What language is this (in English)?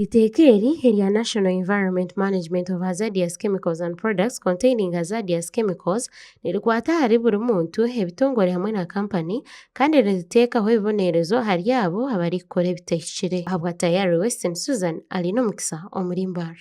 Nyankole